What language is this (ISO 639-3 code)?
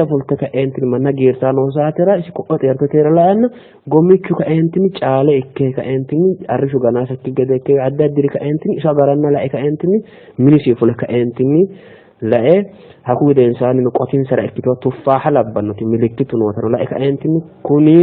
sid